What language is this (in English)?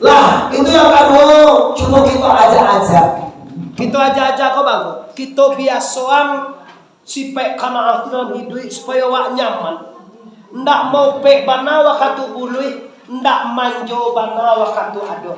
Minangkabau